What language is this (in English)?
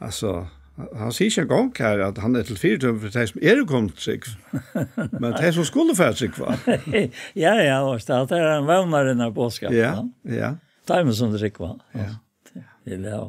Faroese